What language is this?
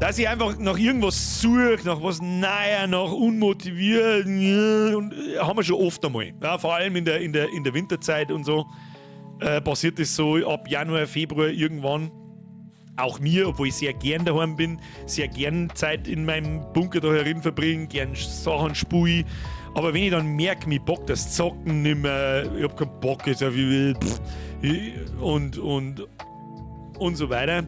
Bavarian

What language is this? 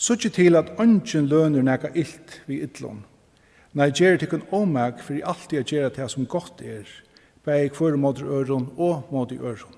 Faroese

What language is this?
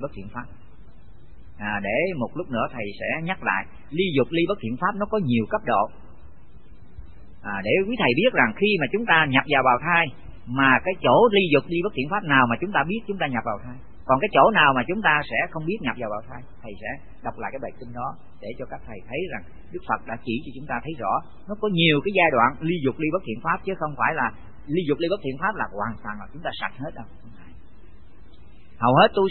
Vietnamese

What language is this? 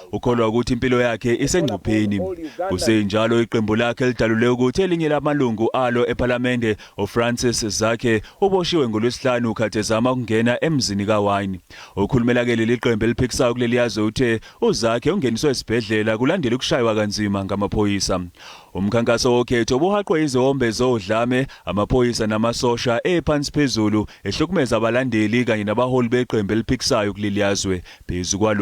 Zulu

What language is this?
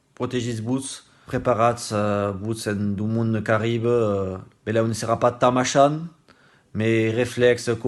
Occitan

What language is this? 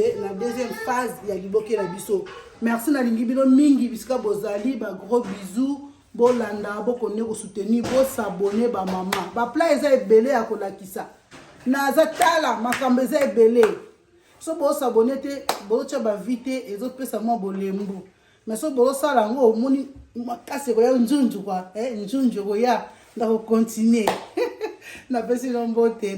Lingala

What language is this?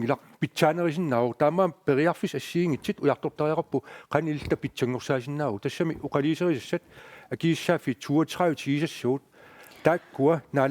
Kalaallisut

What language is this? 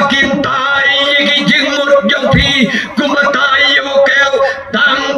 Khasi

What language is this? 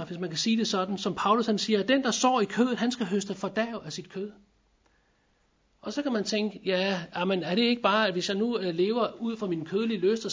Danish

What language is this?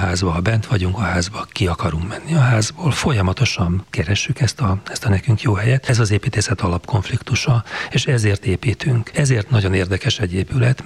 Hungarian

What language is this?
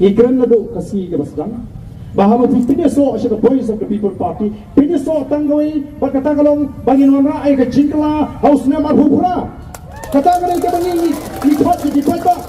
Khasi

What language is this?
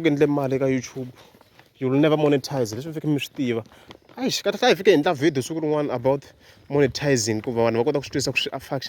Tsonga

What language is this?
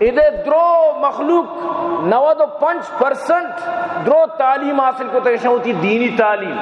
Eastern Balochi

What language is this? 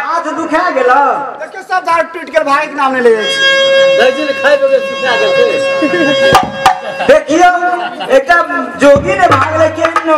Maithili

